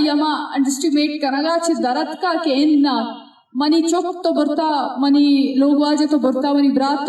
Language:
Eastern Balochi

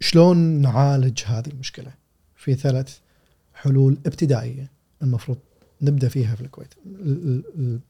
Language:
Gulf Arabic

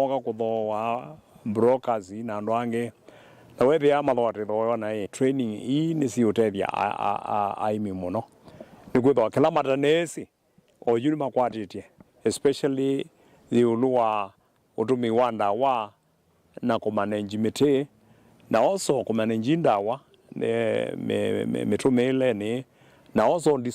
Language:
Kamba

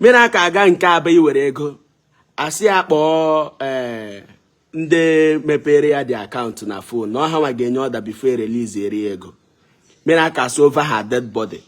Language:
Igbo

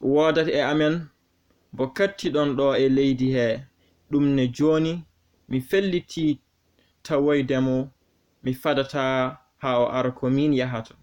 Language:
Fula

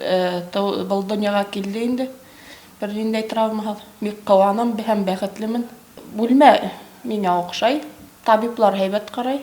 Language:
Bashkir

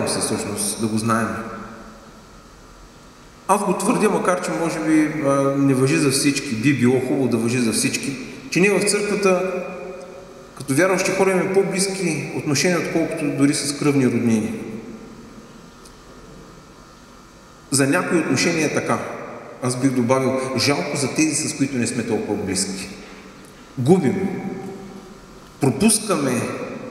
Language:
Bulgarian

